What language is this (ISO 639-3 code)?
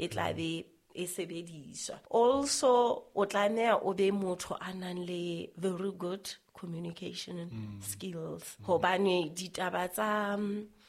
sot